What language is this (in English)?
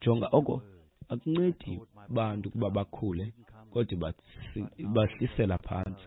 Xhosa